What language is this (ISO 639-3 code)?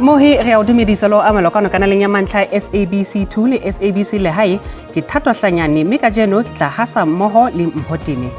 sot